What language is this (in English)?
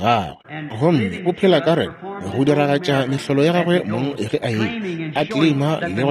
Northern Sotho